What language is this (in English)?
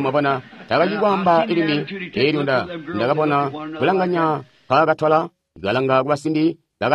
Tonga (Zambia)